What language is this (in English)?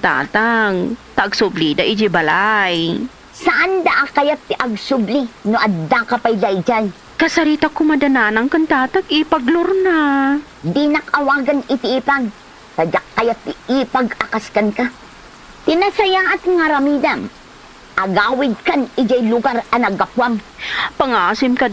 Iloko